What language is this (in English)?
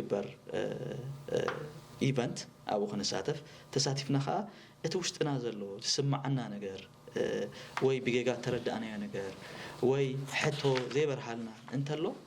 Tigrinya